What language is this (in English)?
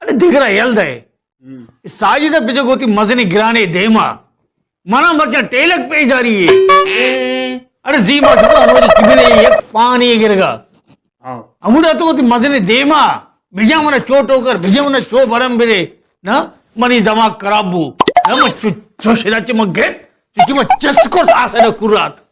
Baluchi